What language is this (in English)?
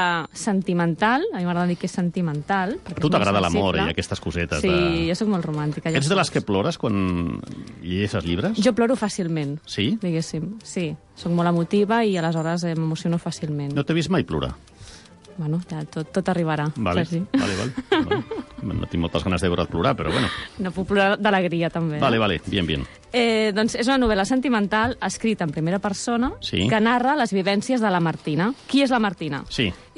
Catalan